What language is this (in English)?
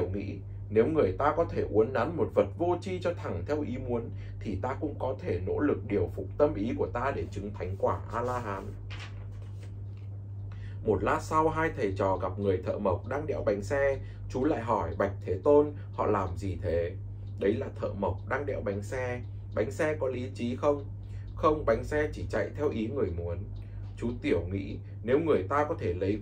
Vietnamese